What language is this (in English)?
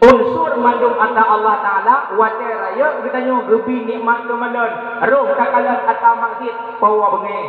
Achinese